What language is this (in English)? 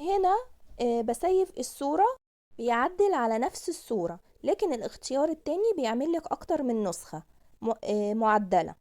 Egyptian Arabic